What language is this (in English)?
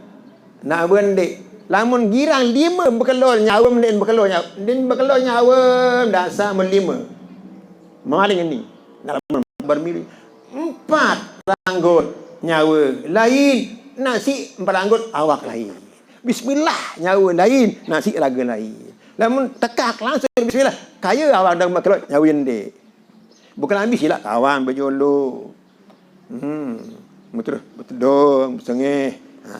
Sasak